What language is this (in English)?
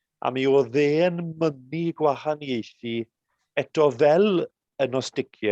Welsh